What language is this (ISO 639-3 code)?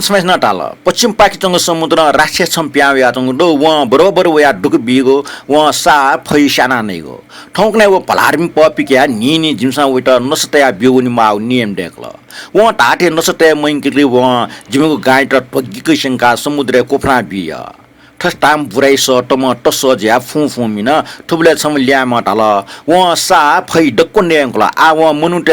new